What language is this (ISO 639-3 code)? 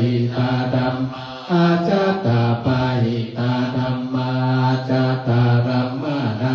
pli